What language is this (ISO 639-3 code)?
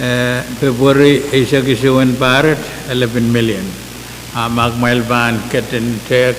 pon